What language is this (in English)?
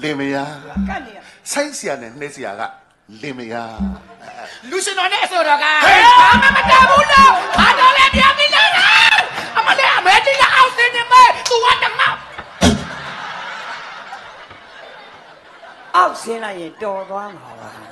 Burmese